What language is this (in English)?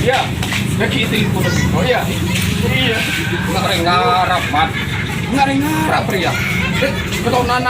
Madurese